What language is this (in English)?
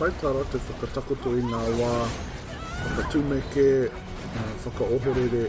Māori